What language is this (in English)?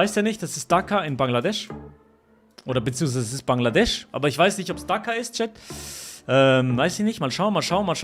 Swiss German